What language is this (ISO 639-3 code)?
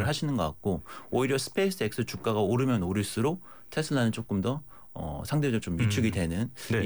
kor